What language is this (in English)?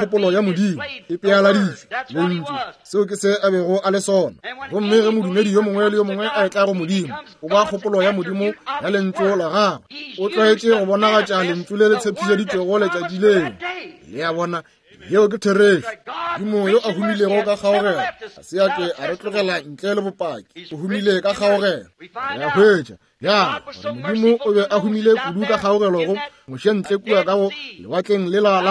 Northern Sotho